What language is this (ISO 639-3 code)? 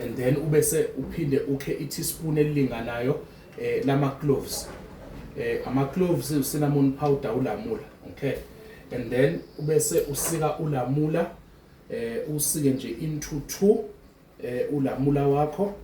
zul